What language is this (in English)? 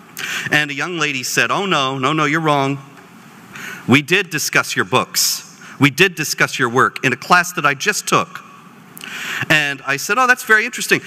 English